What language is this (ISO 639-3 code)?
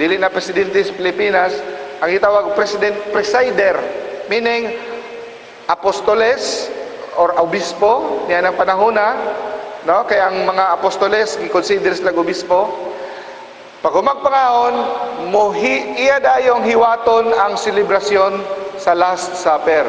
ceb